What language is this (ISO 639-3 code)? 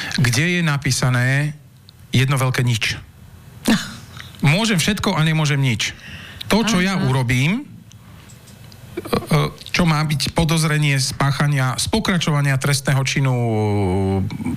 slk